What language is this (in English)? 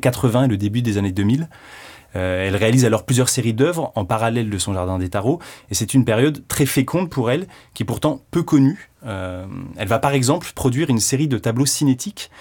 French